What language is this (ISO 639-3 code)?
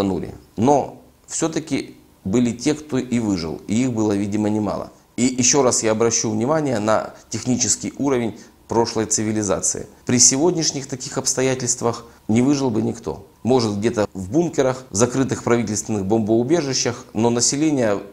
rus